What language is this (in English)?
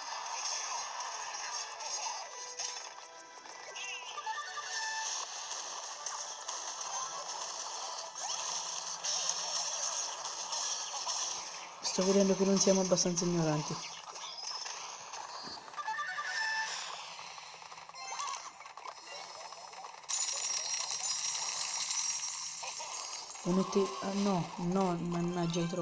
Italian